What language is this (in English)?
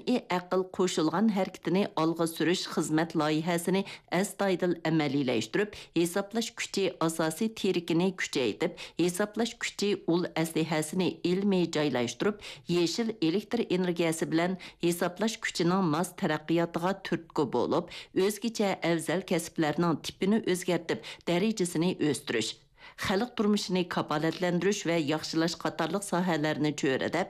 Uyghur